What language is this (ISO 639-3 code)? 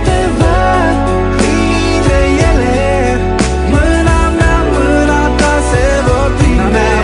ron